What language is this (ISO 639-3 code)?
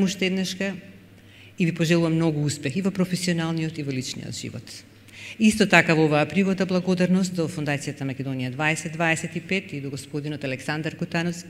mkd